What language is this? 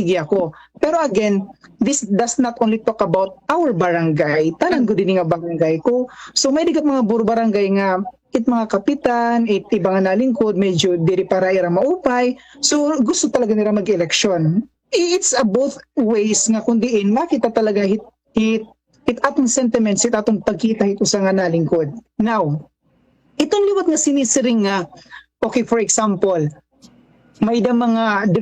Waray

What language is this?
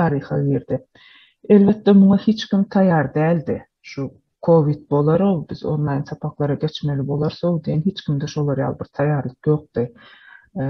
Turkmen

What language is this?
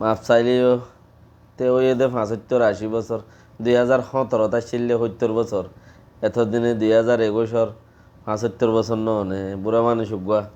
Rohingya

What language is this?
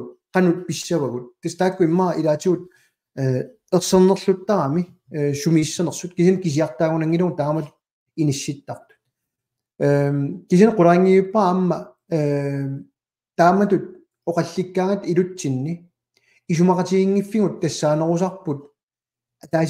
Kalaallisut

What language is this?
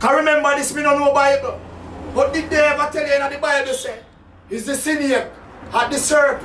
Jamaican Creole English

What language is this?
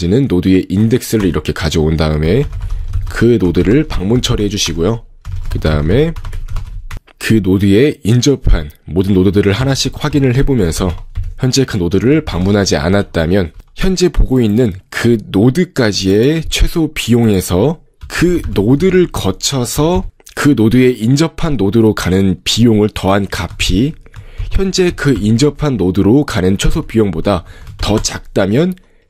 Korean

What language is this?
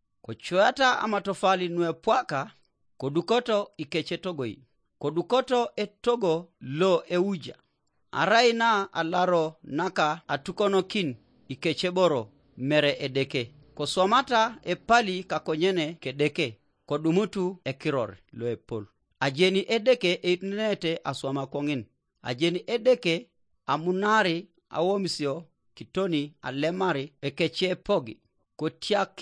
Teso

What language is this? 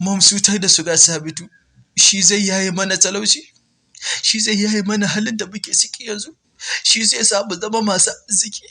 Hausa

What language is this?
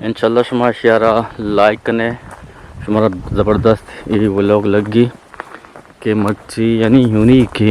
Eastern Balochi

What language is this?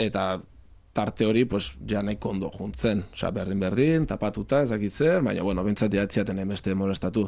Basque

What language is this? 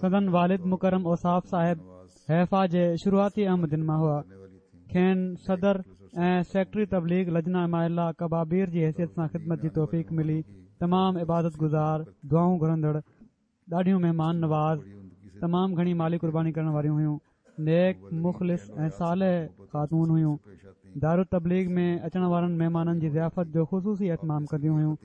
Sindhi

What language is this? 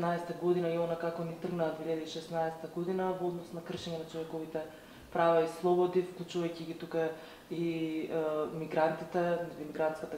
Macedonian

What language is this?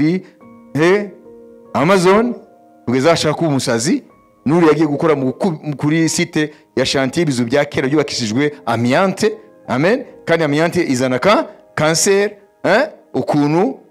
Kinyarwanda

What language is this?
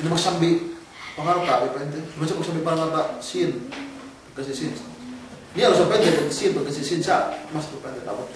Yakan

